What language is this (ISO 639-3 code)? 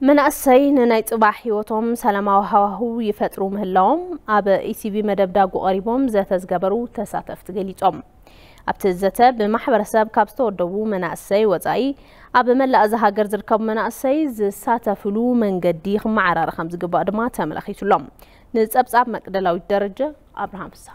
tir